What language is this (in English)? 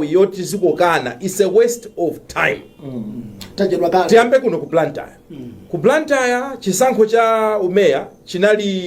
Nyanja